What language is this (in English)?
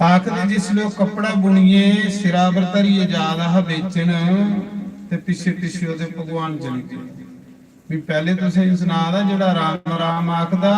Dogri